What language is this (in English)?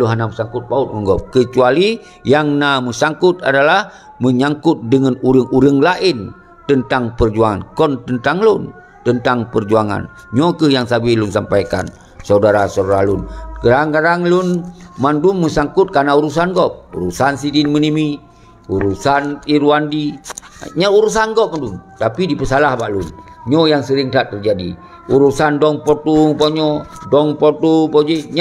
Achinese